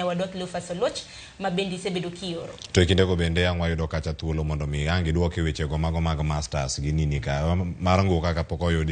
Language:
Luo (Kenya and Tanzania)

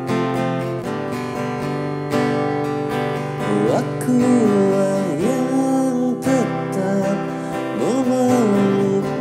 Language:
Indonesian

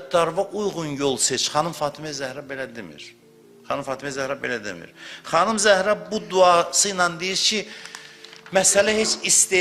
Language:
Azerbaijani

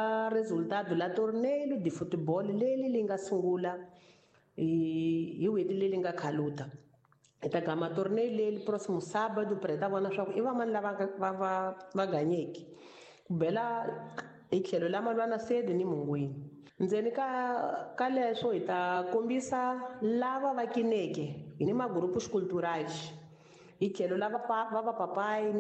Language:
Tsonga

